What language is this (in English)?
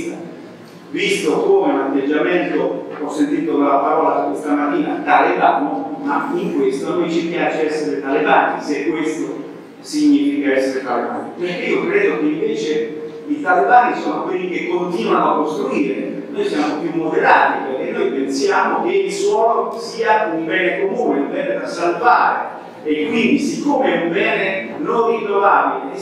Italian